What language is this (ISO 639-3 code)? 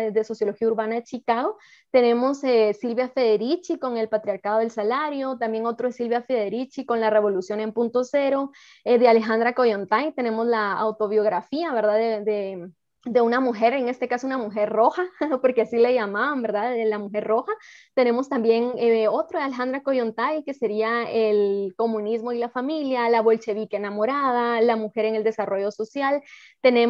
spa